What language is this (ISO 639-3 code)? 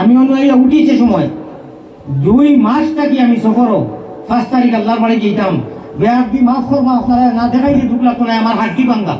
syl